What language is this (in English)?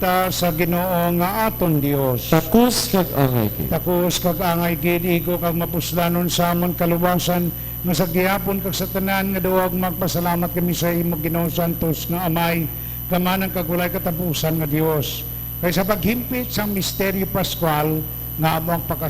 Hiligaynon